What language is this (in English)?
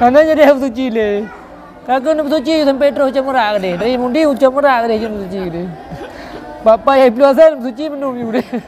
Achinese